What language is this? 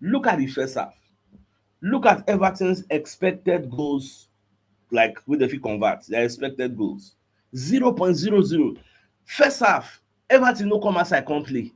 Nigerian Pidgin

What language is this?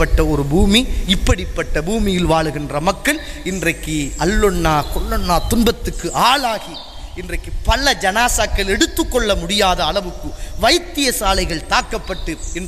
Tamil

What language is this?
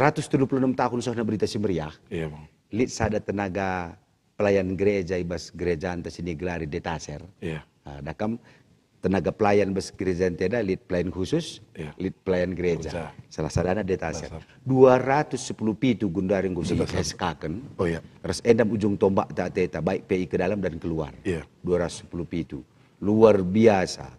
Batak Karo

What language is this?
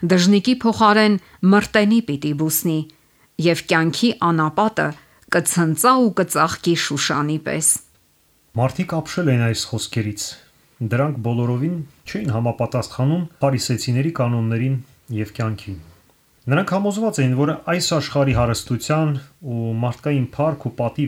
Armenian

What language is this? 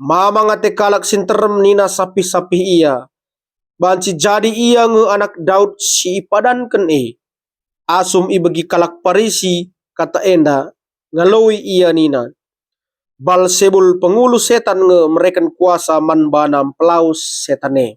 Batak Karo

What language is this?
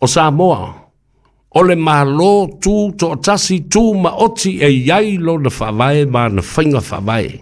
Samoan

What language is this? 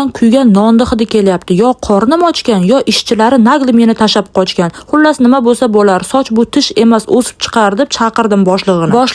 Uzbek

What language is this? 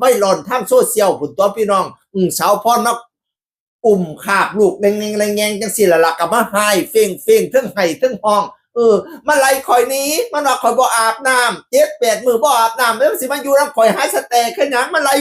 Northeastern Thai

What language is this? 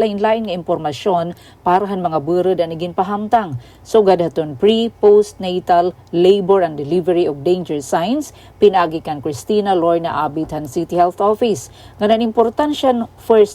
Waray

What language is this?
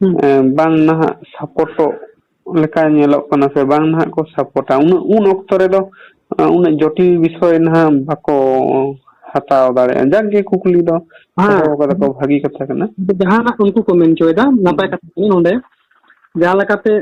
Santali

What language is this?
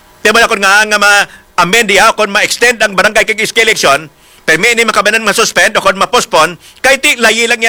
Hiligaynon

